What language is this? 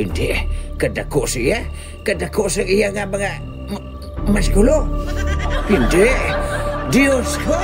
Hiligaynon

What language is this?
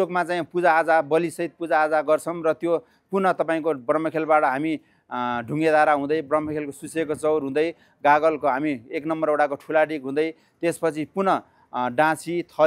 Nepali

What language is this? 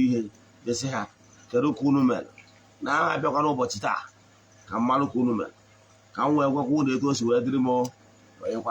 Igbo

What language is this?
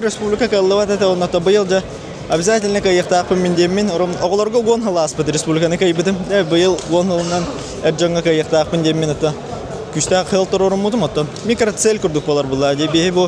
Yakut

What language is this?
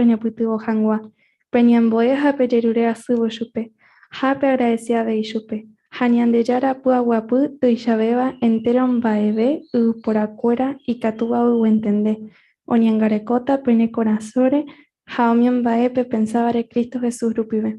Guarani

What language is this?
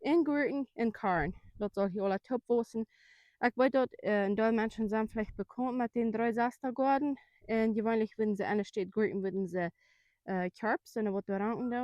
Plautdietsch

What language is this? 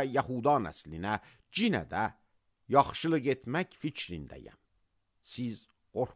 Azerbaijani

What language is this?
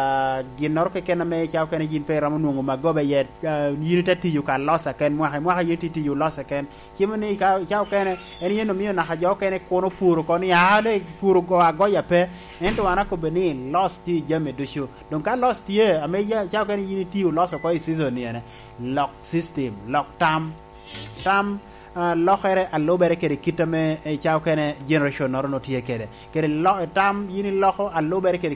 Lango (Uganda)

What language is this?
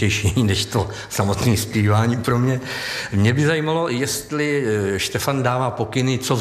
Czech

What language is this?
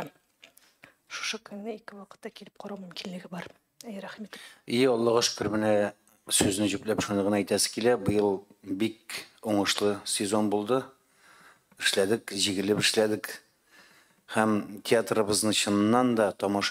Tatar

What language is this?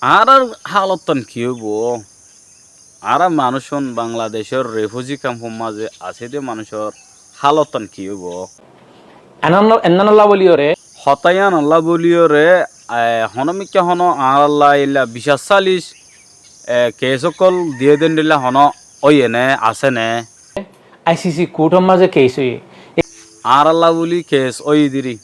Rohingya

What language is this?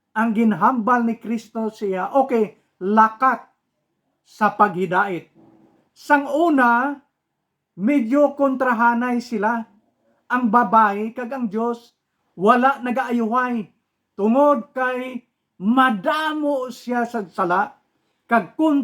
Hiligaynon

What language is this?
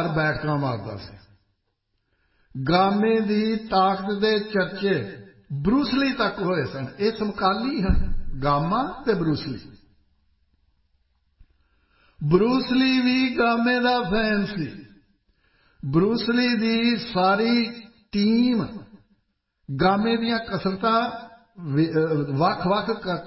Punjabi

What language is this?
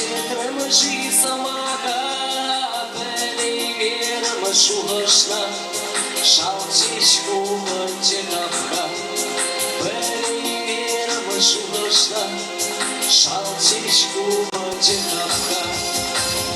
Chuvash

